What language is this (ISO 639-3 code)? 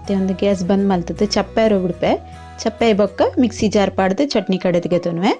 tcy